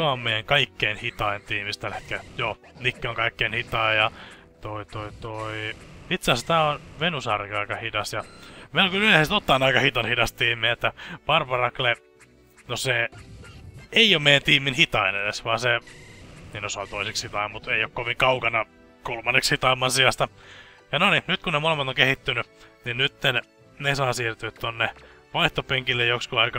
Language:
Finnish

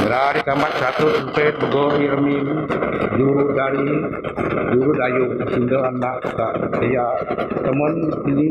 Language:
Biatah Bidayuh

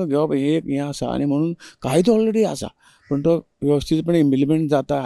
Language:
Konkani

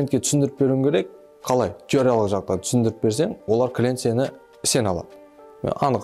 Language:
Kara-Kalpak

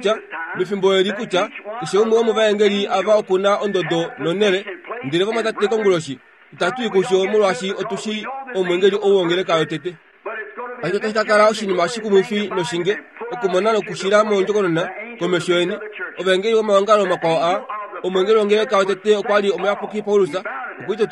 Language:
Kuanyama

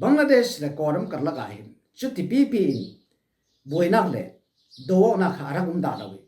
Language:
Falam Chin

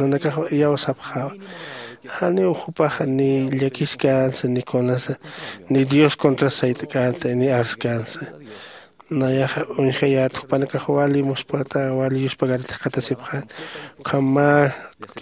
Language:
Aymara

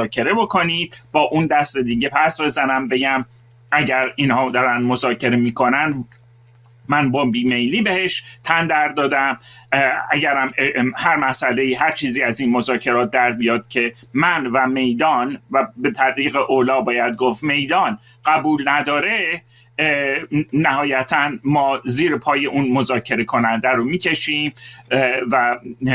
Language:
Persian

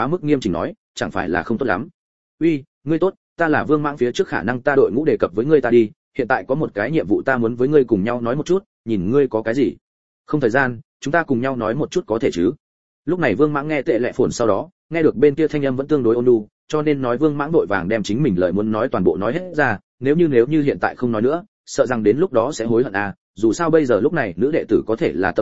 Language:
Vietnamese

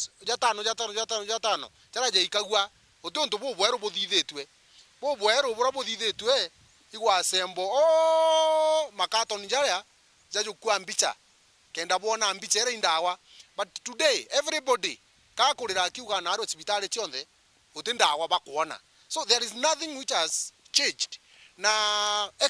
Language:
Meru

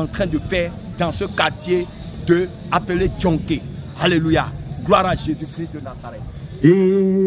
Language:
French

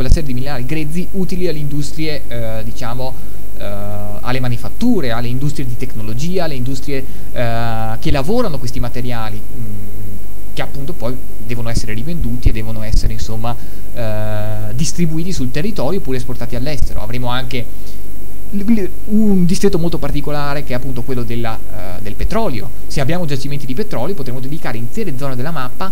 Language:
Italian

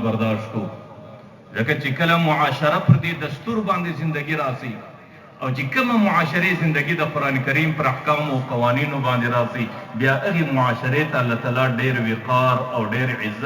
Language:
Pashto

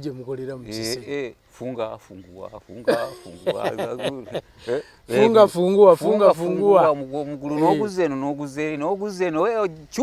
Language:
Ganda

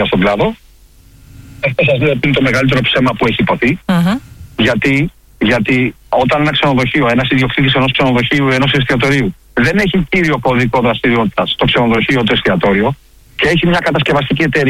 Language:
Greek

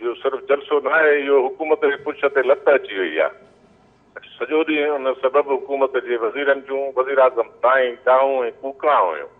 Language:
Sindhi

